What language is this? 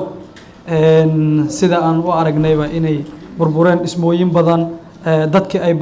Somali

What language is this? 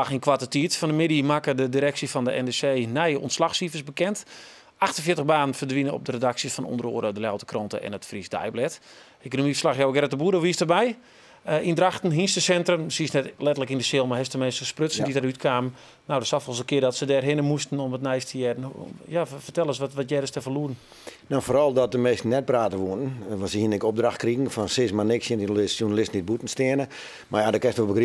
Western Frisian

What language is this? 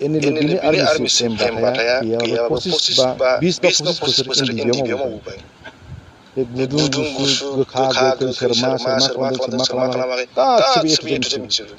Bodo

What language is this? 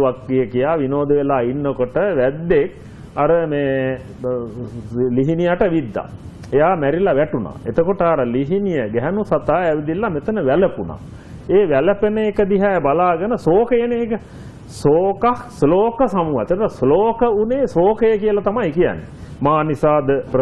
Sinhala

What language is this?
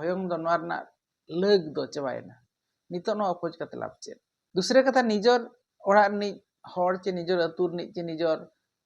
Santali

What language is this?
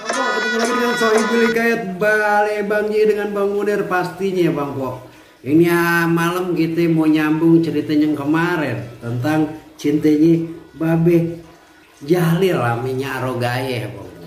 Betawi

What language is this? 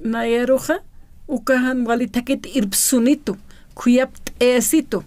Aymara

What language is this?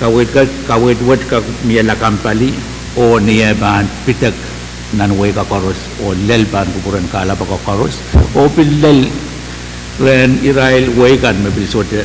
Pohnpeian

